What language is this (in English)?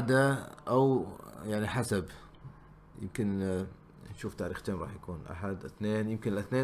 Gulf Arabic